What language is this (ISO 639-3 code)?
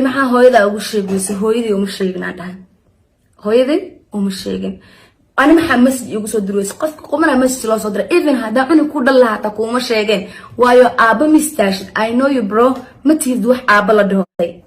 som